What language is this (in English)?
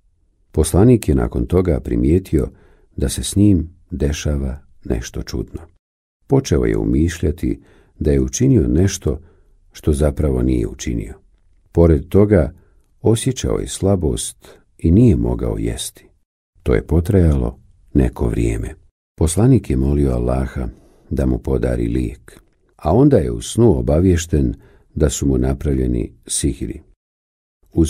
Bosnian